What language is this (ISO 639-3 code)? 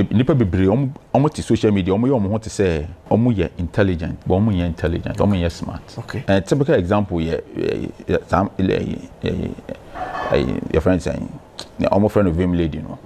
aka